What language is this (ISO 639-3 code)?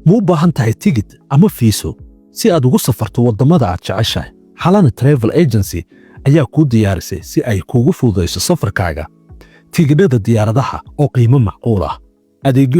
som